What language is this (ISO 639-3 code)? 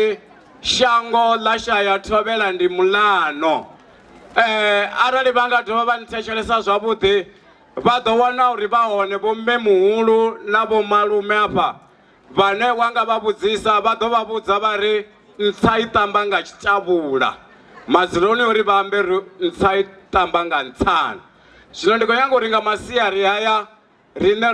ven